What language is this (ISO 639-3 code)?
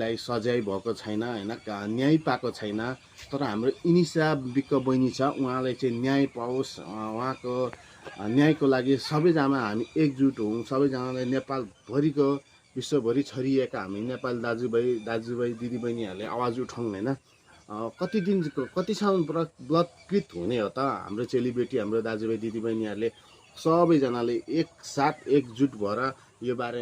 nep